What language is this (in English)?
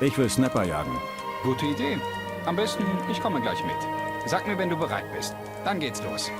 Bavarian